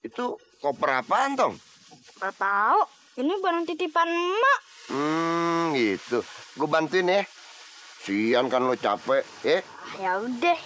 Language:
Betawi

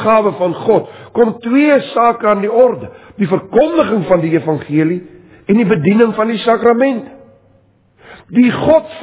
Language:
Afrikaans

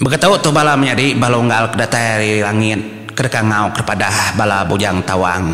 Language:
Iban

